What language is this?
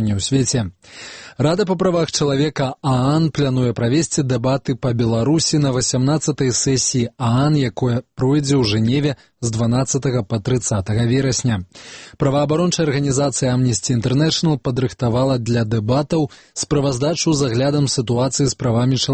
Belarusian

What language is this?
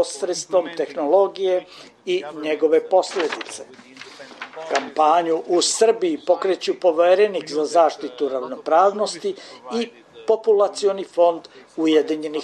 Serbian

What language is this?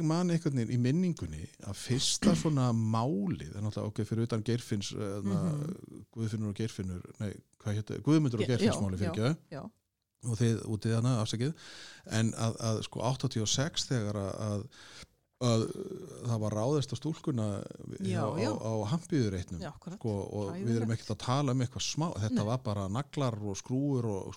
Icelandic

